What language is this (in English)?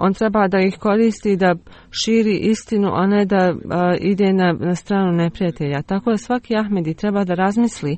Bosnian